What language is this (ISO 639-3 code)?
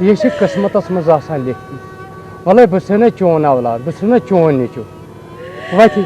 kas